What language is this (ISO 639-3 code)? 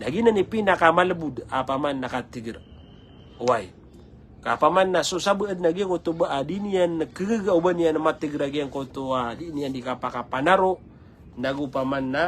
mrw